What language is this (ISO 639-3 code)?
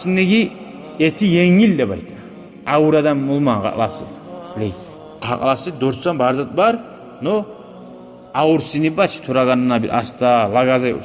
kum